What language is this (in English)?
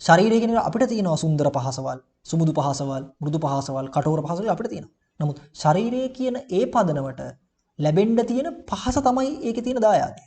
Sinhala